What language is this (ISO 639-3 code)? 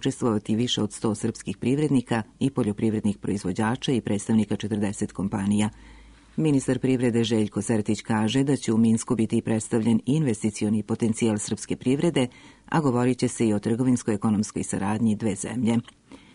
srp